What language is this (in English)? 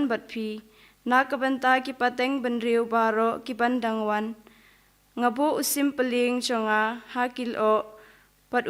Khasi